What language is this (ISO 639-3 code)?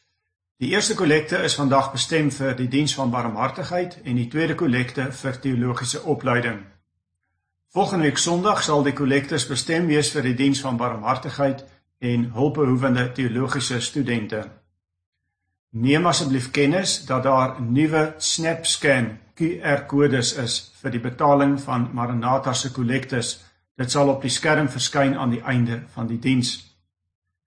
afr